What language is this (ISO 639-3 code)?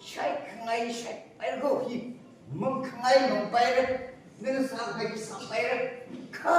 nmf